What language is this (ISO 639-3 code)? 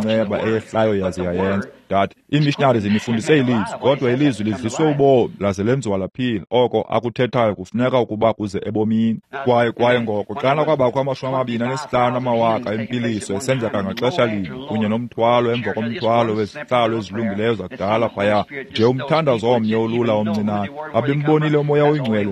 xho